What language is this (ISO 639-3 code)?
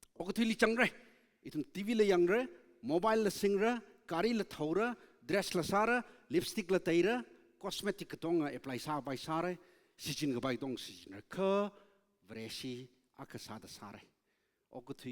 nmf